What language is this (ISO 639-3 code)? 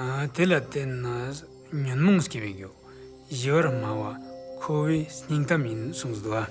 lbj